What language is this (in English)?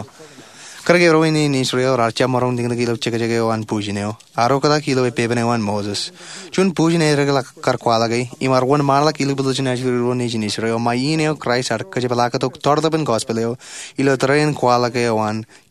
Marshallese